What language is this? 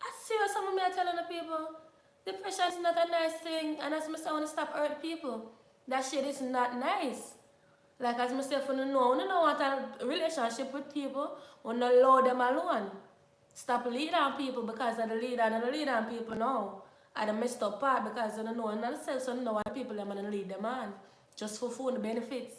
Jamaican Creole English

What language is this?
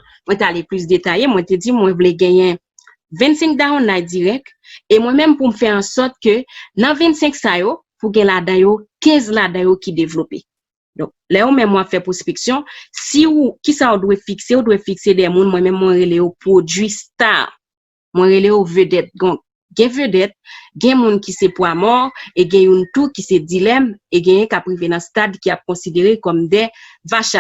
Haitian Creole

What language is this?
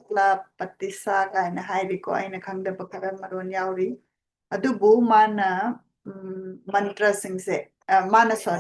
Manipuri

